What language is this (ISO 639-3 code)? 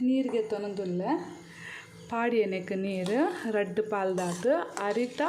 tcy